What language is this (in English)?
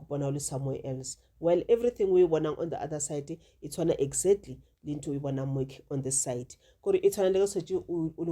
Northern Sotho